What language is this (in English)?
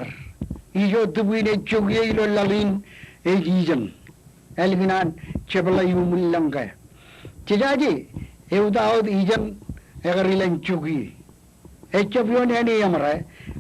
Marshallese